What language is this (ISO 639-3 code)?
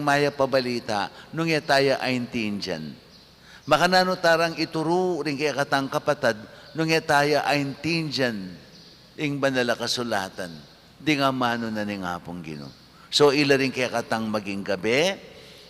pam